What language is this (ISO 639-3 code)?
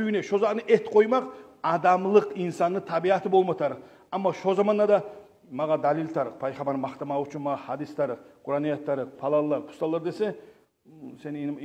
kum